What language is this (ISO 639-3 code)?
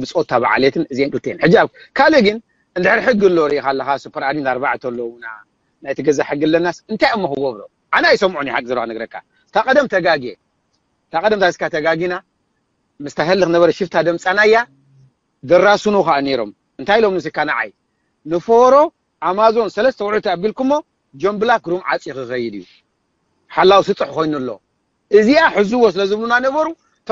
tir